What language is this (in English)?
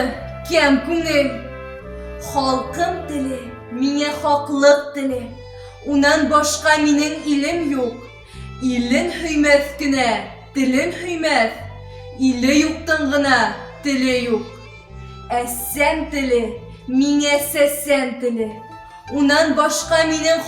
Bashkir